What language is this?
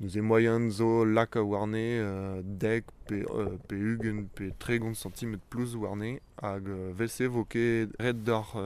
Breton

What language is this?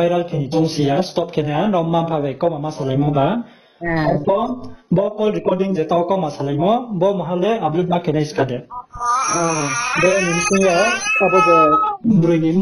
Riang (India)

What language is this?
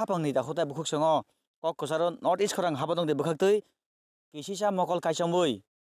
Kok Borok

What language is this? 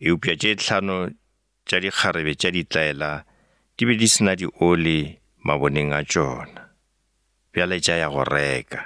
Northern Sotho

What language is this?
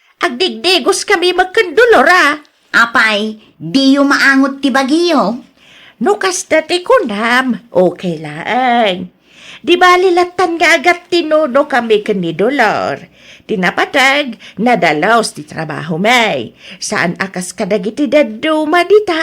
Iloko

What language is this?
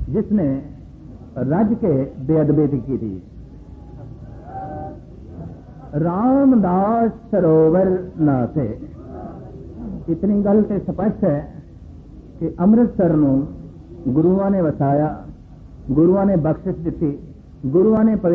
Punjabi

